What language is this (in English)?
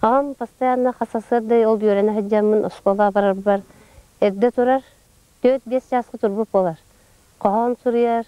Yakut